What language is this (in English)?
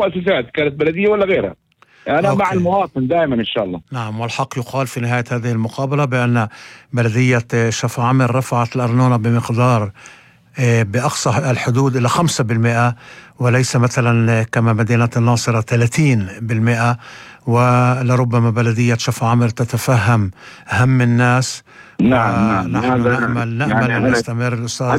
North Levantine Arabic